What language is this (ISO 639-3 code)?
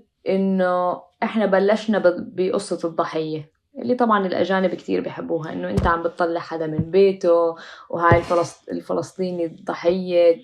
apc